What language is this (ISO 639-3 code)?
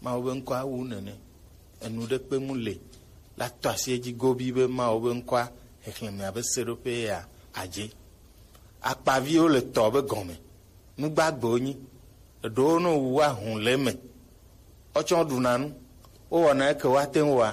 gej